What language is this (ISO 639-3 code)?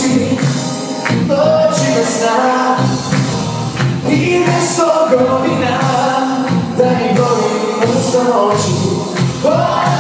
hrv